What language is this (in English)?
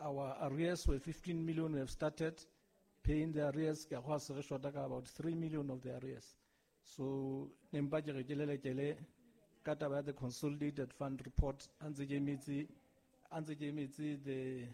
Southern Sotho